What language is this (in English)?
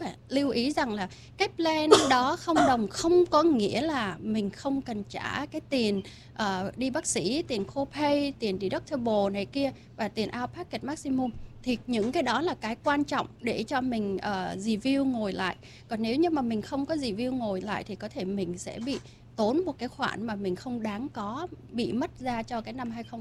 Vietnamese